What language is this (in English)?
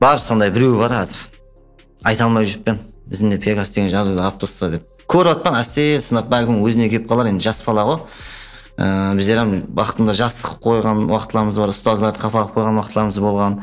Kara-Kalpak